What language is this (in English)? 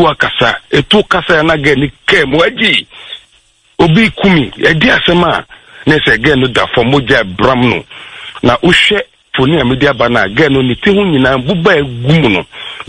Akan